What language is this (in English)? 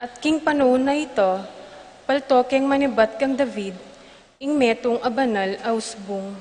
Pampanga